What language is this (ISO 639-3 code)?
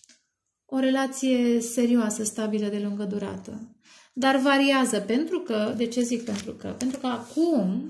ron